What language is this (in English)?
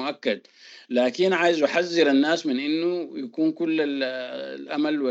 Sudanese Arabic